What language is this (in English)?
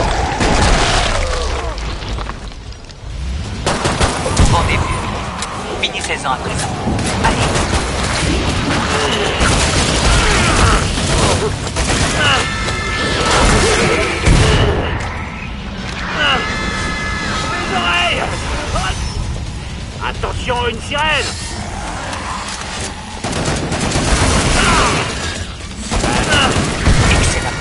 French